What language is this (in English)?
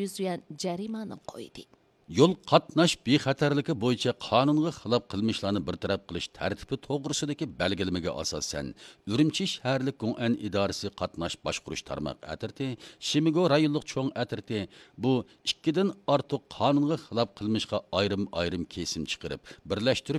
Uyghur